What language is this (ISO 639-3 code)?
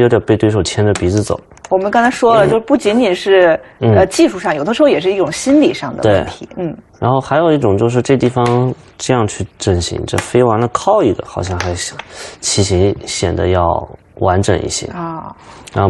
zho